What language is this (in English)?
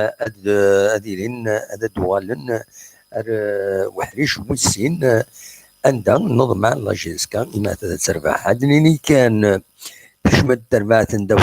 Kabyle